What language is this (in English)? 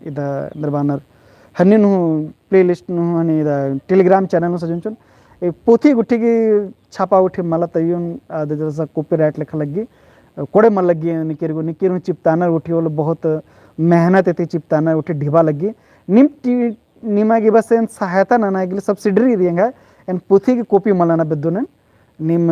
Kurukh